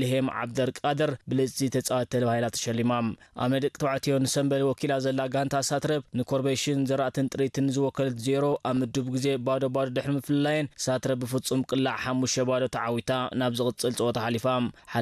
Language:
Tigrinya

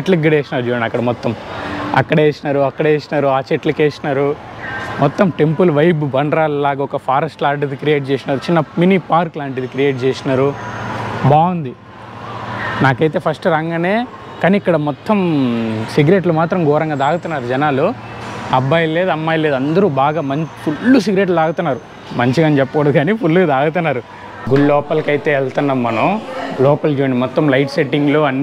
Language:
Telugu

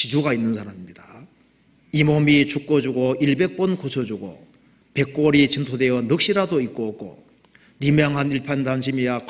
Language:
Korean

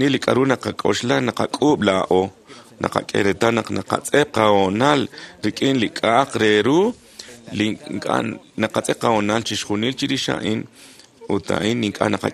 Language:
Kekchí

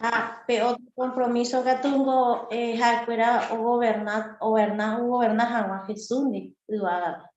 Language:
Guarani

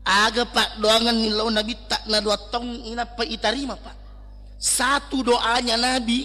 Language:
Buginese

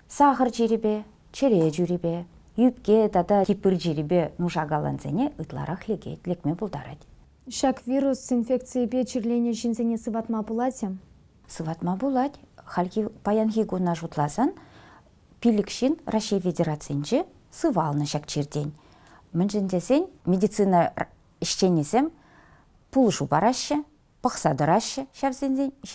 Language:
Chuvash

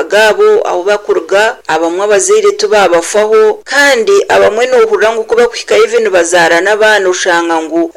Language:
Nyoro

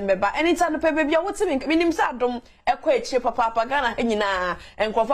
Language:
Akan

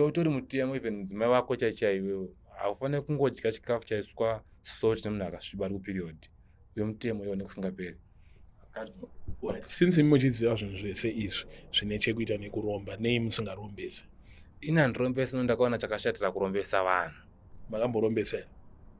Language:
Shona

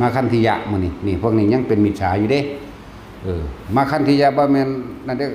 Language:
Northeastern Thai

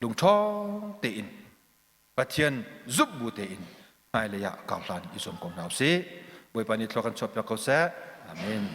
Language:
Hakha Chin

